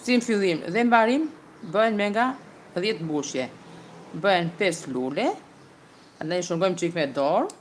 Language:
Albanian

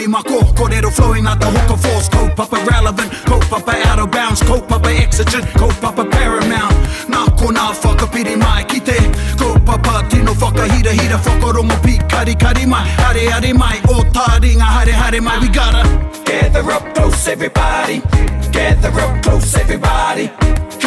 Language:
Māori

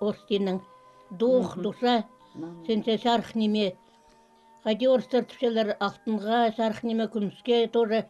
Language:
Khakas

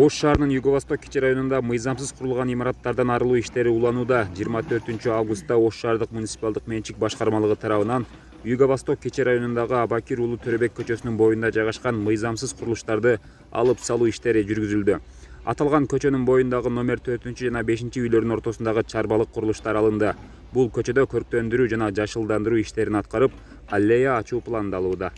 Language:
Kyrgyz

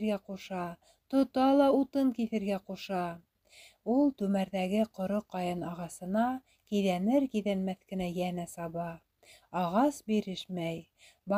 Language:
Bashkir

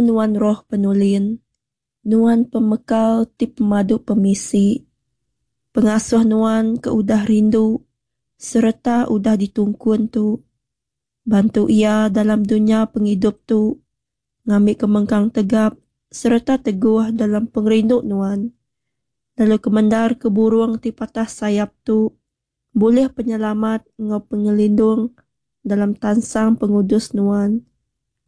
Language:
Iban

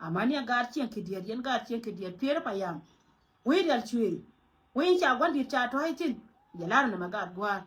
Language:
Nuer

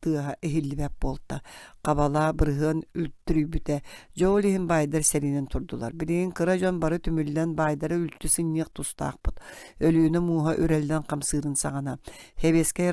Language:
Yakut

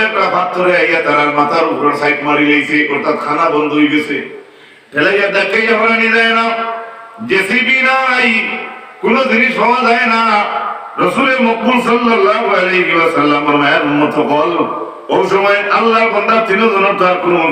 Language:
Sylheti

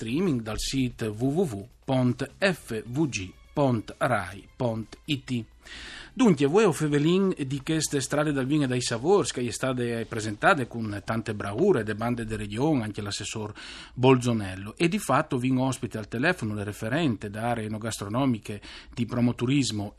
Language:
Friulian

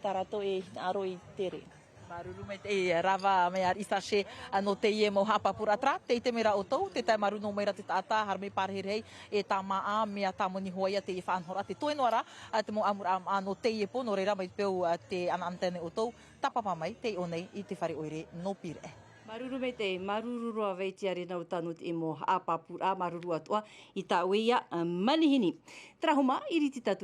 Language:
Tahitian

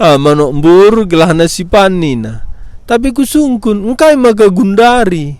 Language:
Batak Karo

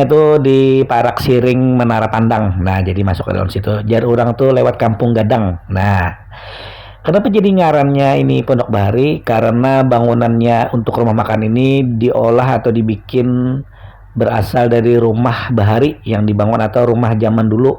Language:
Banjar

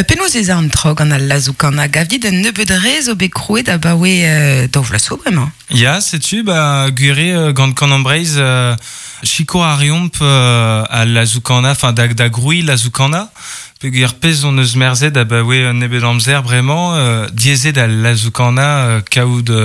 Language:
Breton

